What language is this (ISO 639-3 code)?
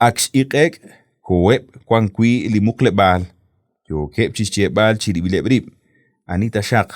kek